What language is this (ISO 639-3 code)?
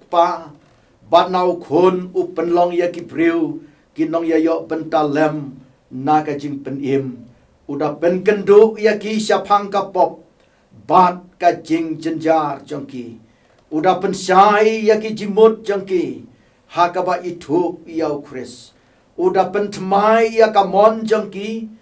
kha